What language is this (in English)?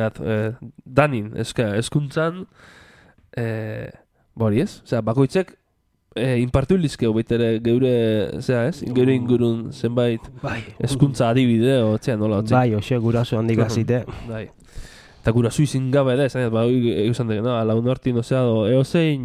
Basque